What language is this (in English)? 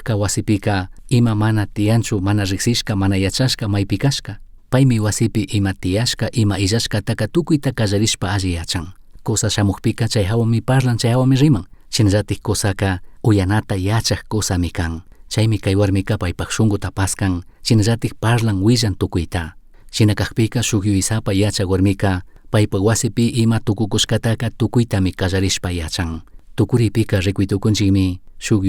Chimborazo Highland Quichua